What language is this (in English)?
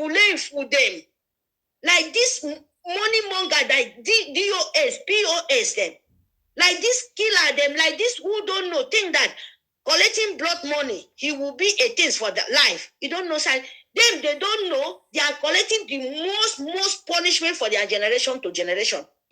Nigerian Pidgin